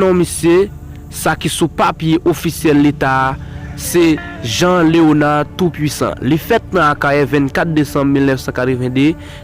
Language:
Haitian Creole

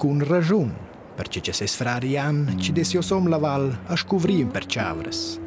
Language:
Romansh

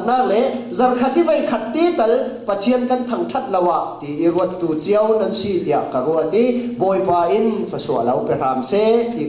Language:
Falam Chin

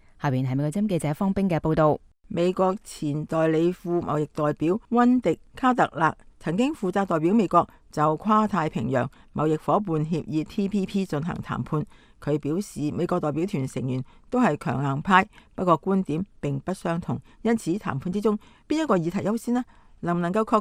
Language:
Cantonese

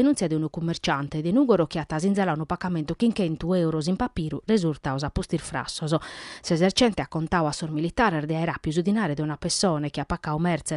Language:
Sardinian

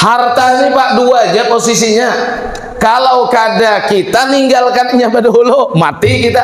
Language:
Banjar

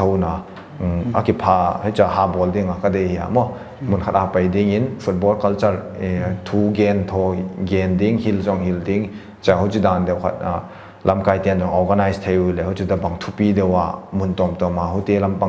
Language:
Paite Chin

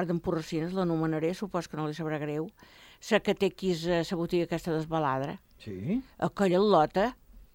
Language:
Catalan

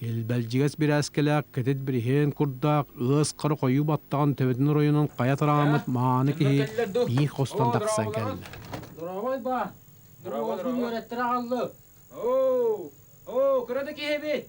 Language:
Yakut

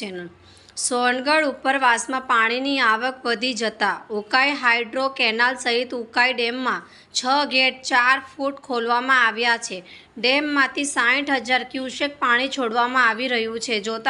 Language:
Gujarati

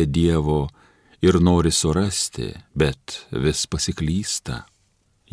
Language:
Lithuanian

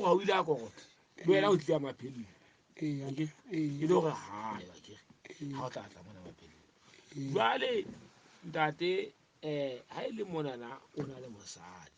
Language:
Southern Sotho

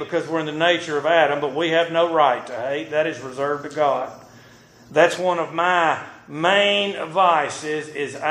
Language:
English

